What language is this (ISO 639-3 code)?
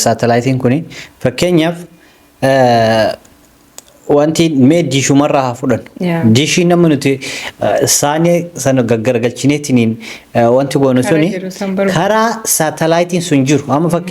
orm